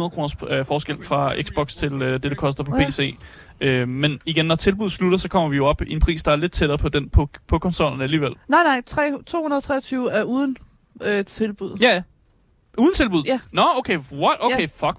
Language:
Danish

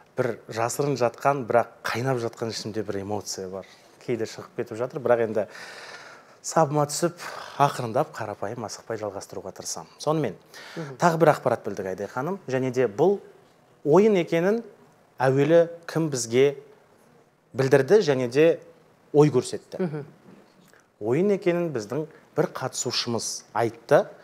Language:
Kazakh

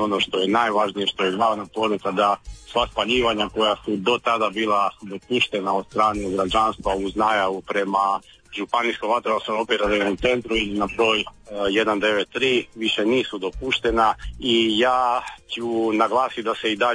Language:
Croatian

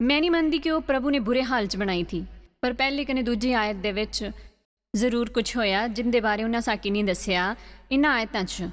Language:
Dogri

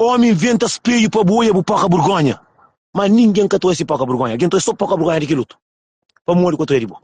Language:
Kabuverdianu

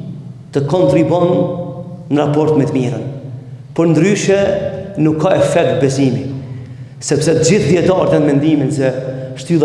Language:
Albanian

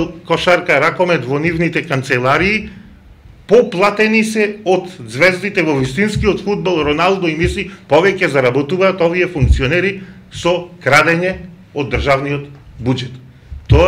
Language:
Macedonian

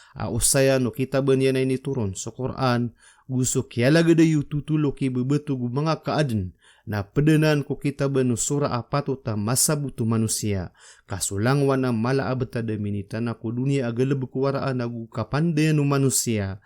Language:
Maranao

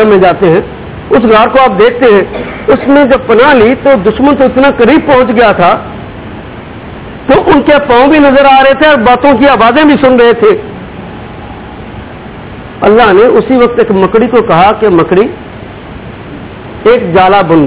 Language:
Urdu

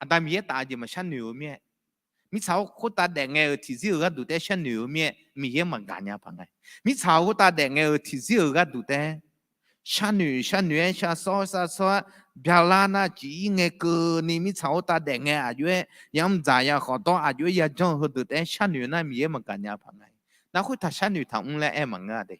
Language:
Akha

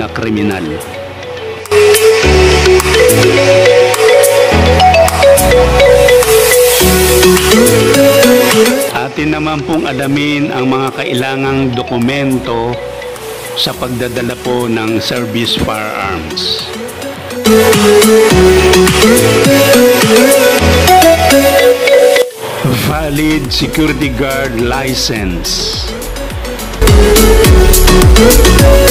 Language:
Filipino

